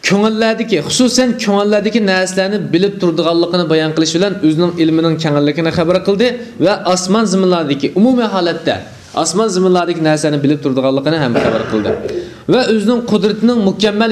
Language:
Uyghur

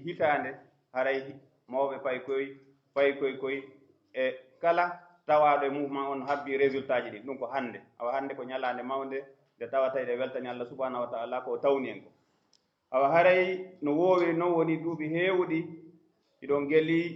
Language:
Pular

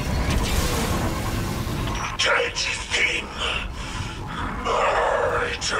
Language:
English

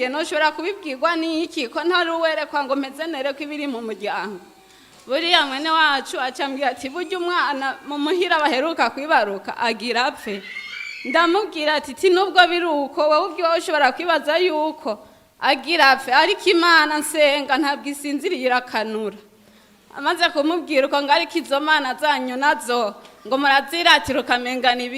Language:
Rundi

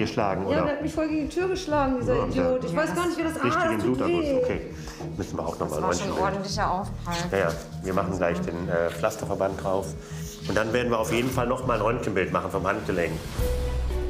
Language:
German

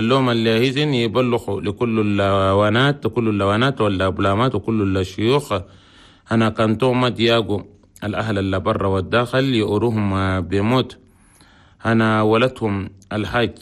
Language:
Chadian Arabic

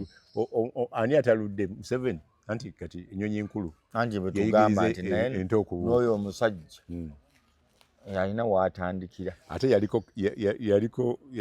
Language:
Ganda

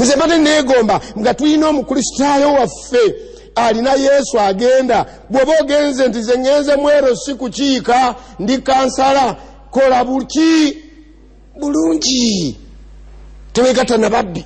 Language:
Ganda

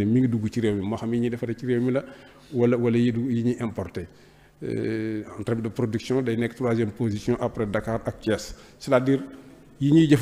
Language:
Wolof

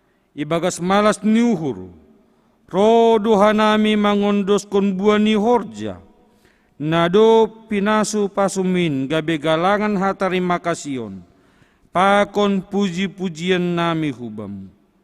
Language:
Batak Simalungun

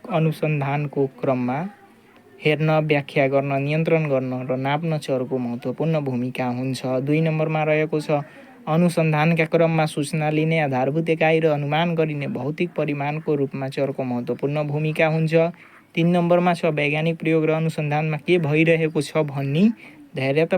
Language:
Nepali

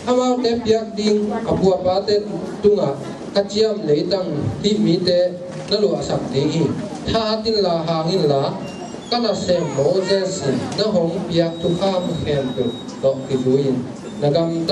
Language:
Tedim Chin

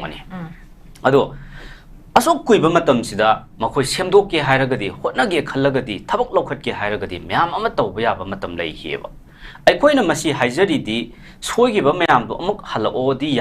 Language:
Manipuri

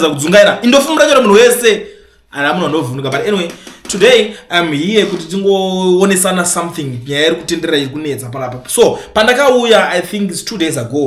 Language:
Shona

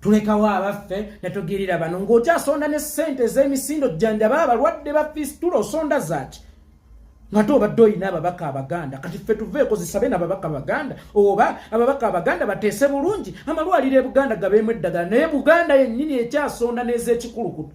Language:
Ganda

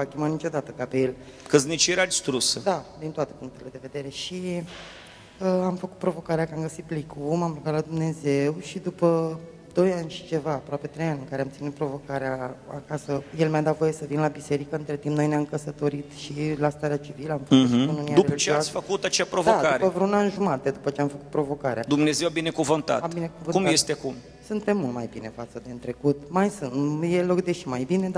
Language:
Romanian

